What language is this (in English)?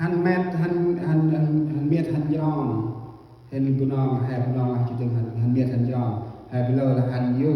Central Mnong